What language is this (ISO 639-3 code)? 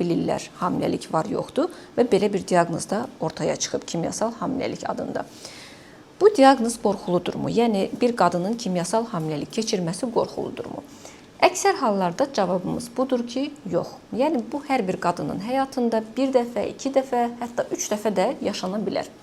aze